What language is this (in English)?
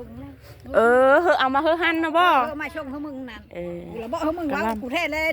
Lao